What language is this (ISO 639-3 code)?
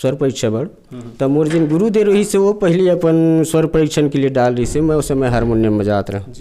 hne